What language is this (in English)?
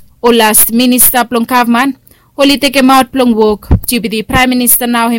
Bislama